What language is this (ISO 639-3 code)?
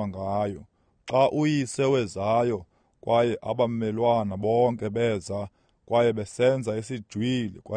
xho